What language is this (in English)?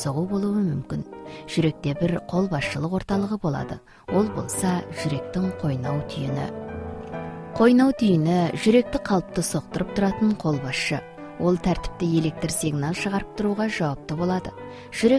Kazakh